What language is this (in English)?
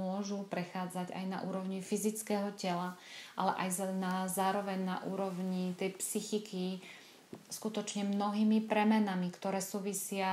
Slovak